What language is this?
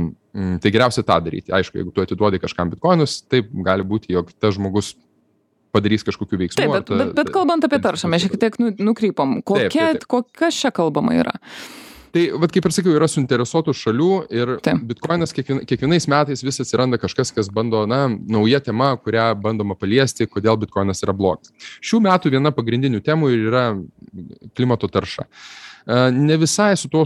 Lithuanian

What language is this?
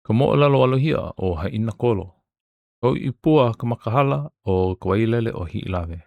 Hawaiian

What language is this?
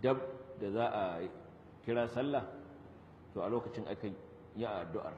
Hausa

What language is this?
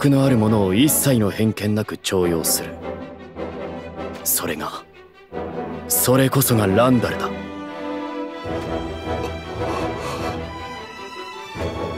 Japanese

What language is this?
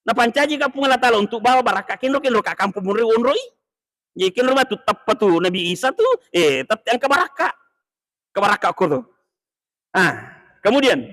Buginese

